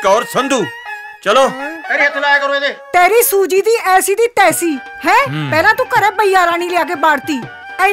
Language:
Punjabi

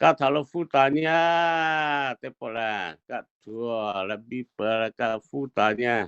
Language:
Lahu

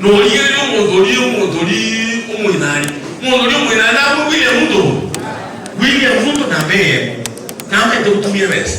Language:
Gusii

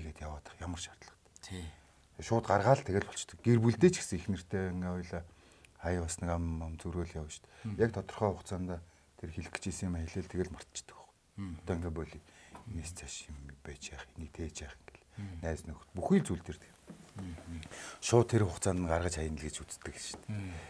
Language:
Mongolian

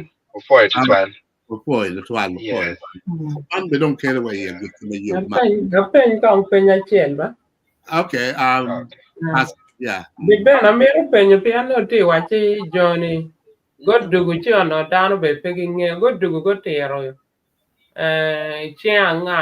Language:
Acoli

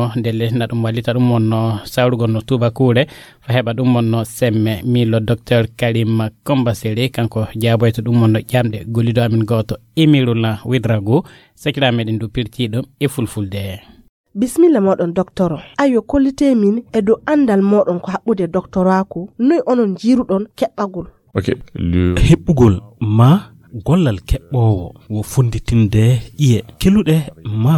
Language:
Fula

